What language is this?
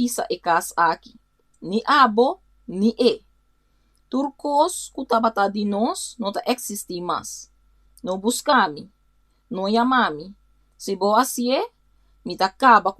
Papiamento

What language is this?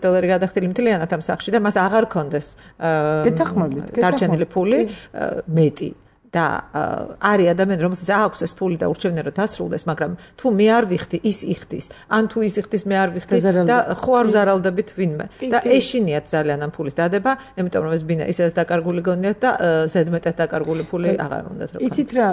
Georgian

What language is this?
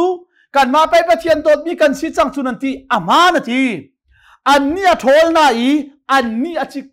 Hakha Chin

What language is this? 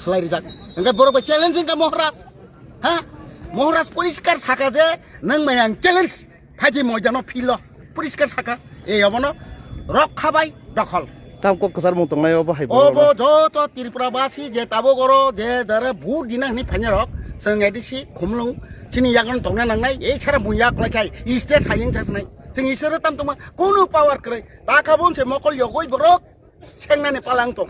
Kok Borok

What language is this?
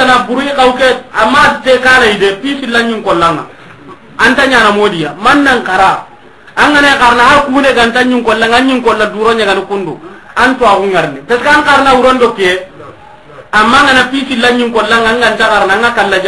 Soninke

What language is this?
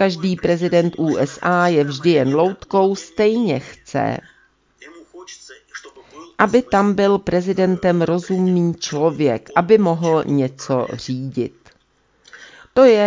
Czech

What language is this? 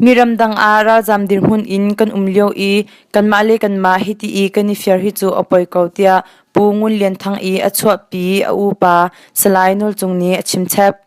Hakha Chin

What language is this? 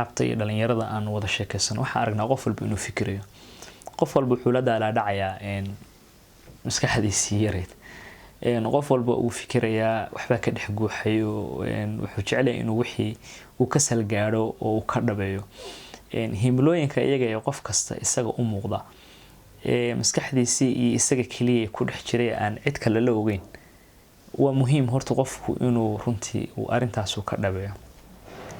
Somali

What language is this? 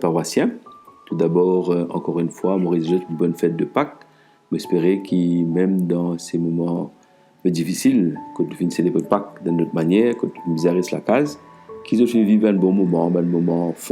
Morisyen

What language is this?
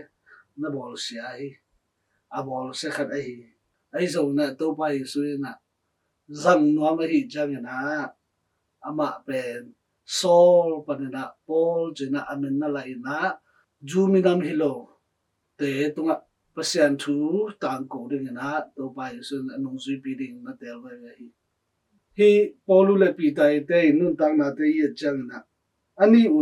Tedim Chin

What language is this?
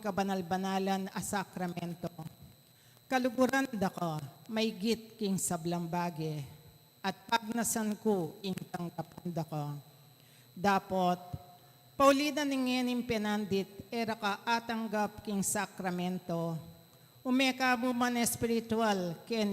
Pampanga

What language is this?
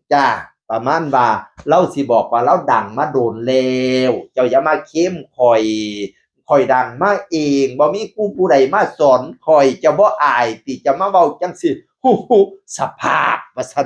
Northeastern Thai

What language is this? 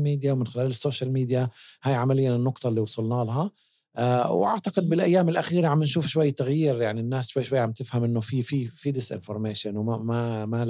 North Levantine Arabic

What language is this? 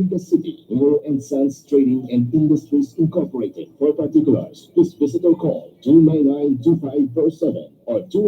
Bikol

